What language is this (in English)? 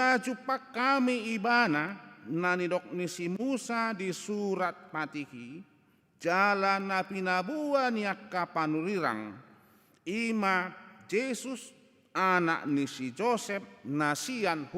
Batak Toba